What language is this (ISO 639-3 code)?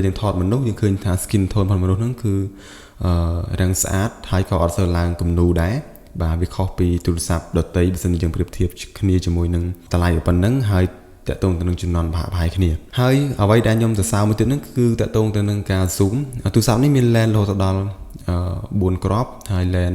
khm